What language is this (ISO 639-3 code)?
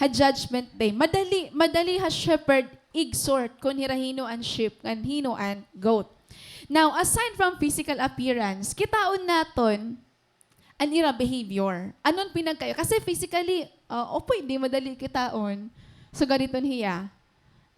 war